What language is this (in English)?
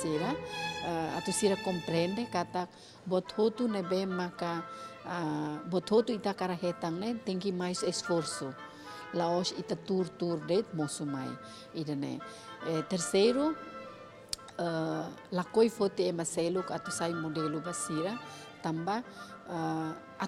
Tetum